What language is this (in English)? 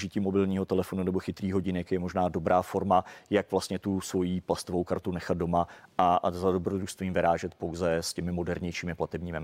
Czech